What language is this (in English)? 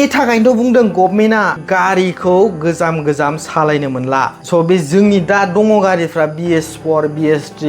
Bodo